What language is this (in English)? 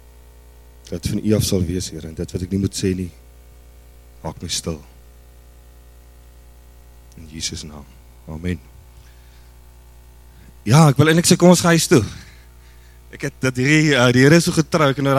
Afrikaans